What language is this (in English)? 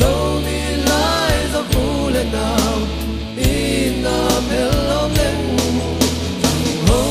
Tedim Chin